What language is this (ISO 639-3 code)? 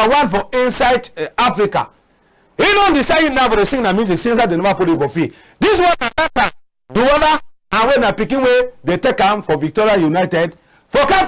wes